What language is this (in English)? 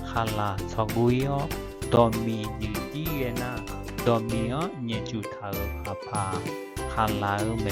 Akha